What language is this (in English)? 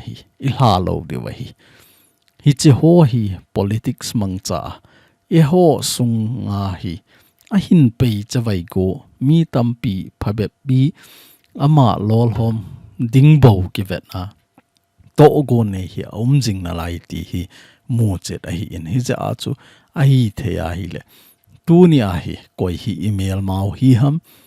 Thado Chin